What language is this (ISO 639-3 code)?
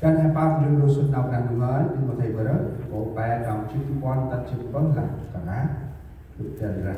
cmo